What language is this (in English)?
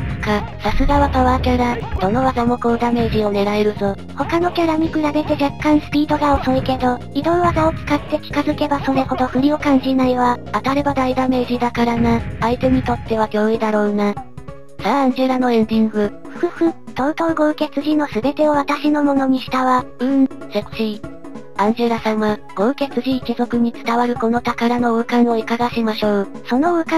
Japanese